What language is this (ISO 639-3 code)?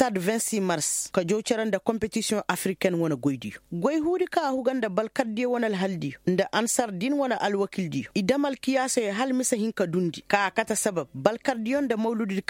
ses